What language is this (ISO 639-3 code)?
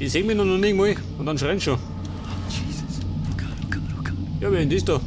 bar